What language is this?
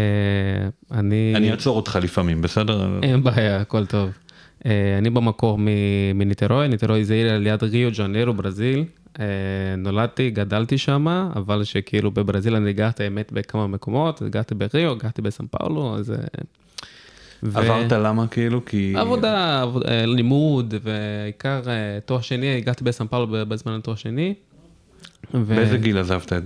Hebrew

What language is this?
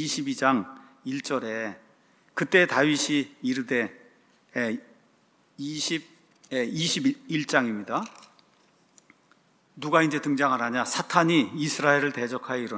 Korean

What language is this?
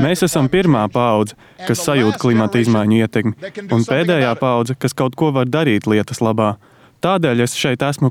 Latvian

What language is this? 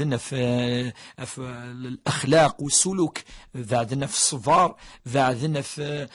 Kabyle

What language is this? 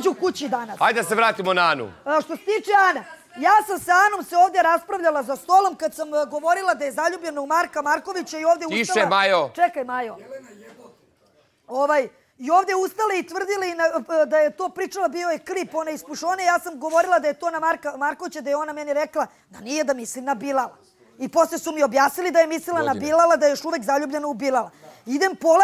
Serbian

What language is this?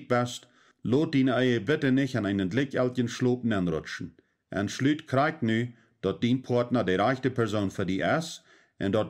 Plautdietsch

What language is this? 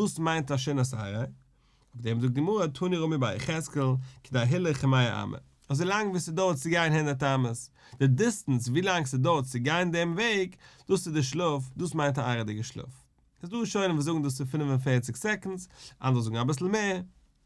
Yiddish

